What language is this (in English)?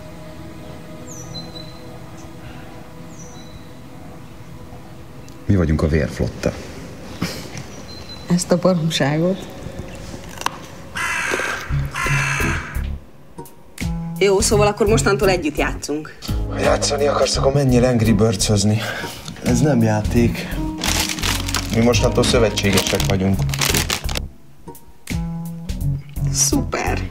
Hungarian